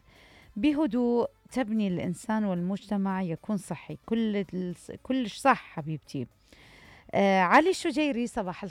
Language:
Mesopotamian Arabic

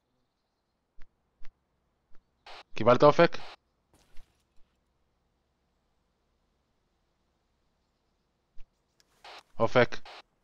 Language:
Hebrew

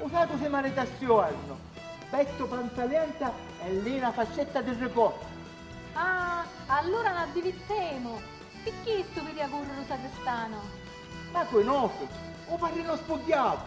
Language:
Sicilian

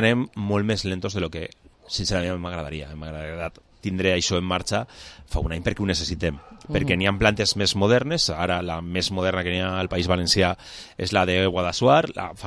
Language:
Catalan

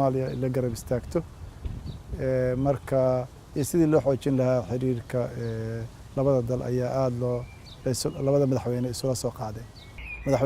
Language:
Somali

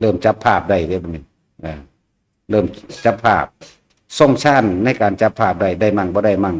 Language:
Northeastern Thai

